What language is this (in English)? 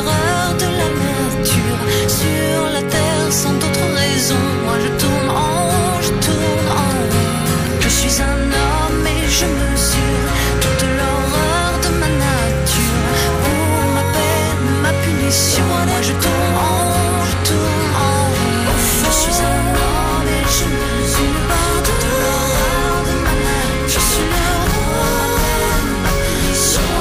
French